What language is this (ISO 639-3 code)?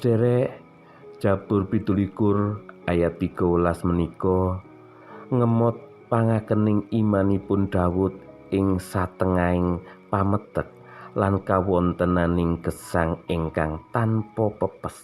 jav